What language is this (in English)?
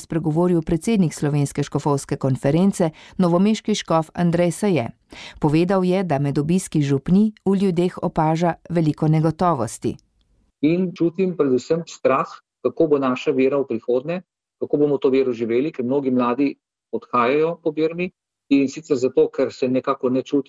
Slovenian